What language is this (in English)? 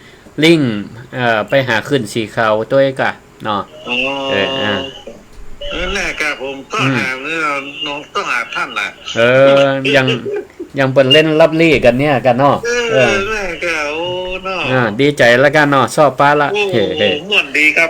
Northern Thai